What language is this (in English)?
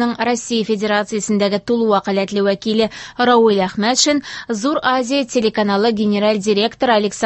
Tatar